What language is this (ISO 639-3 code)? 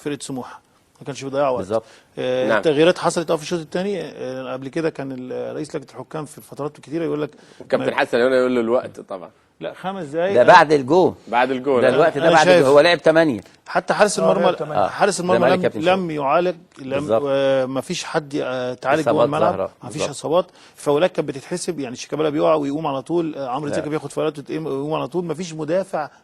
arz